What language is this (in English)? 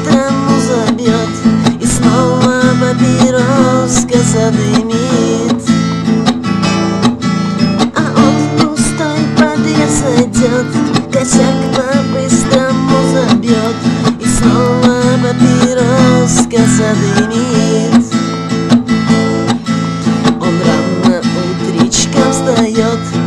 Russian